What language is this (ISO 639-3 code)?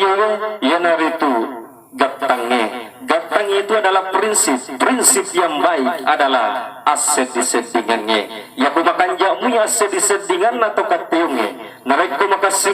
bug